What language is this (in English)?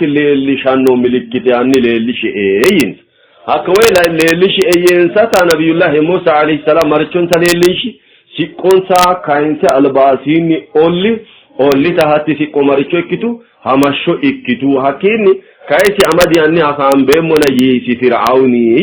Sidamo